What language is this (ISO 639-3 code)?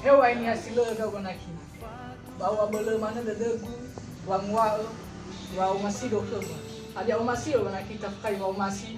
nia